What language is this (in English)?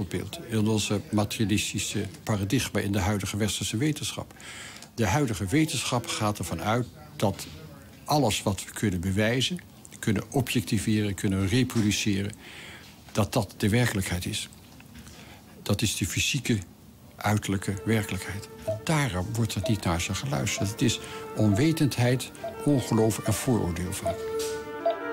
Dutch